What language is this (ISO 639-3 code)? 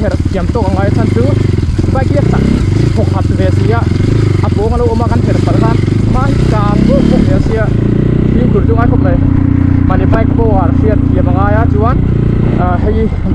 lus